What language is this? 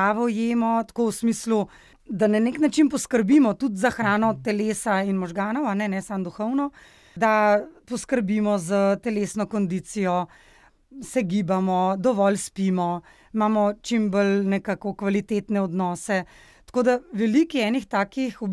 Slovenian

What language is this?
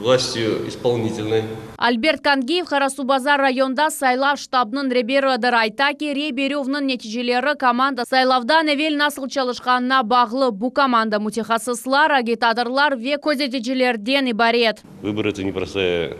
Crimean Tatar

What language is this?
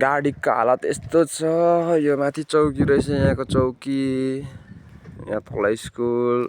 Nepali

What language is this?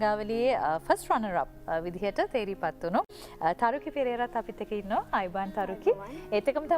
Sinhala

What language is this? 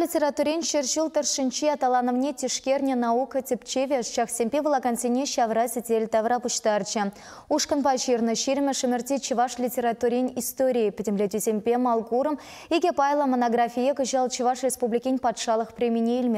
Chuvash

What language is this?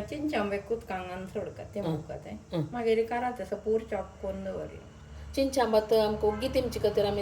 Konkani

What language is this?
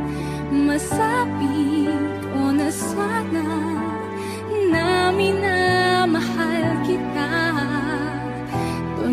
Filipino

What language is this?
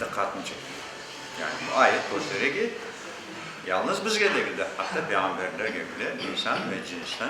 Crimean Tatar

